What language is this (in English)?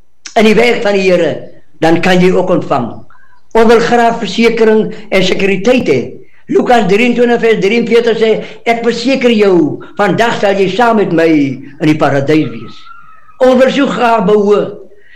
Afrikaans